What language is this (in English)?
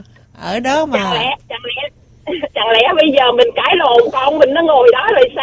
Vietnamese